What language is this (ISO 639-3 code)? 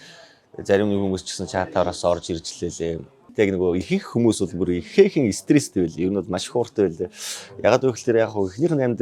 mon